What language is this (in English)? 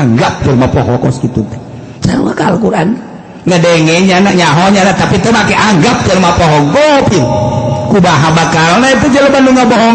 Sundanese